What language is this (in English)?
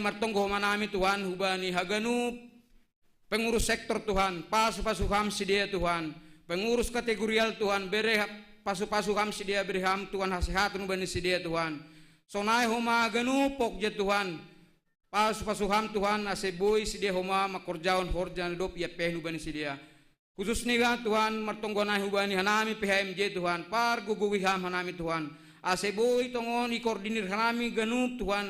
Batak Simalungun